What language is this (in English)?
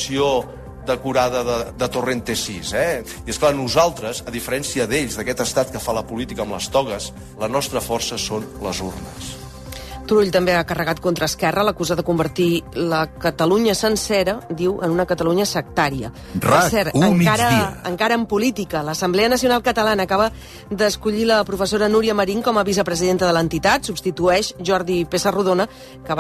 Catalan